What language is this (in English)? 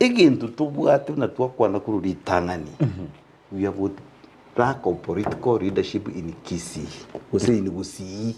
Gusii